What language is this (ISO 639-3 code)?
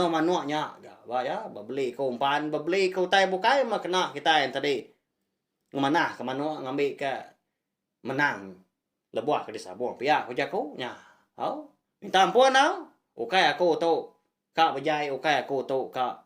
iba